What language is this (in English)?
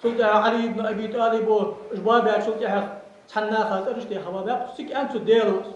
Ingush